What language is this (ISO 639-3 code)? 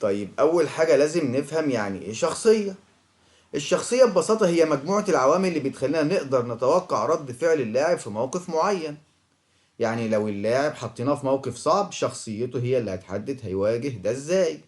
arz